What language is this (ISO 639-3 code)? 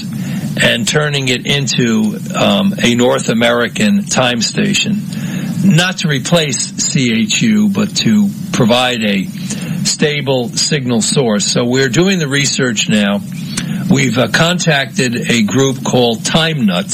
eng